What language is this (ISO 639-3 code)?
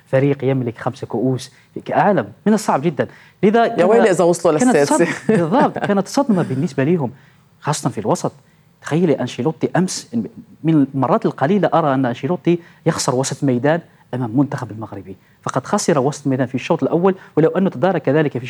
apc